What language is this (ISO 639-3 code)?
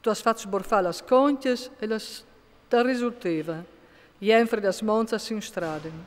fur